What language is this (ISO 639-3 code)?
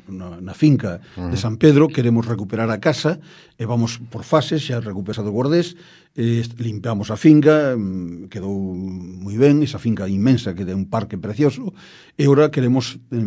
glg